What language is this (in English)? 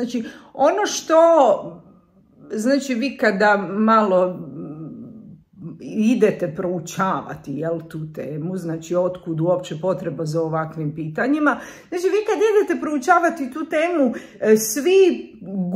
Croatian